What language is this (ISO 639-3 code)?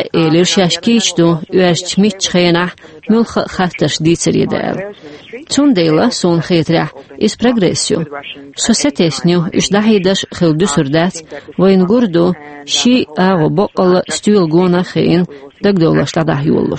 che